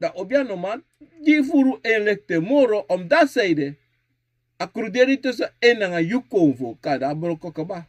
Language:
Sranan Tongo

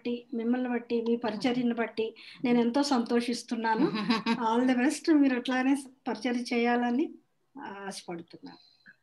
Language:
Telugu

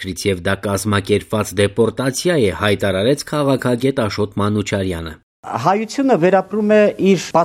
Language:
Armenian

